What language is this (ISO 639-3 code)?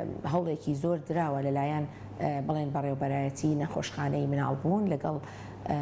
ckb